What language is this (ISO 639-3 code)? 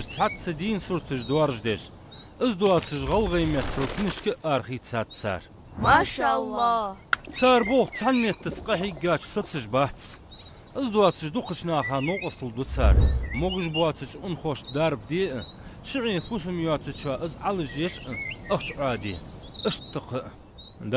inh